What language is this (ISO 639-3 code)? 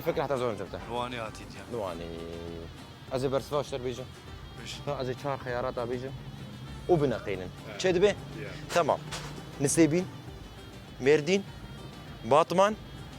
kur